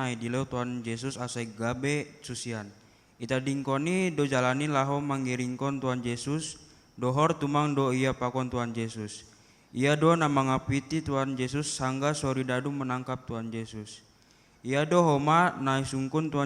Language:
Batak Simalungun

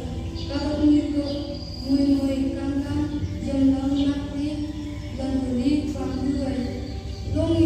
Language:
Phom Naga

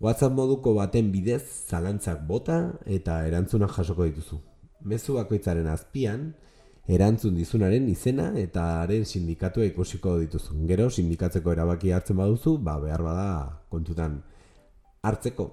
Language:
Basque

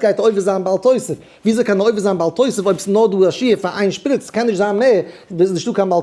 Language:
Yiddish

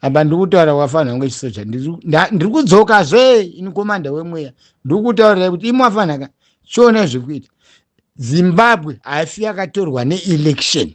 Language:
Shona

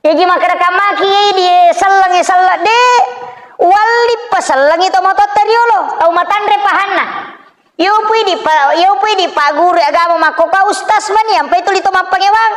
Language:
Buginese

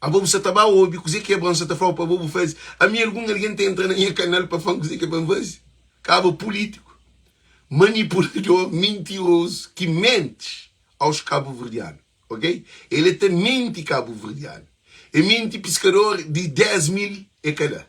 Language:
Kabuverdianu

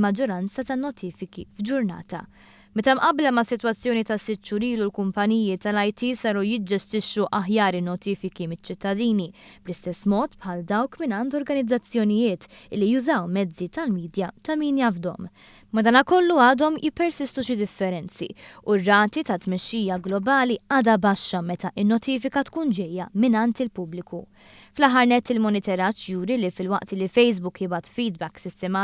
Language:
Maltese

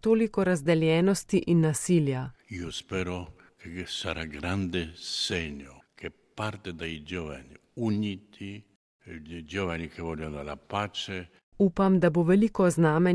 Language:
Slovenian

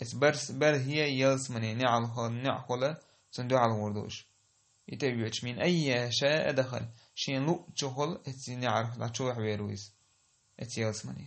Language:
Chechen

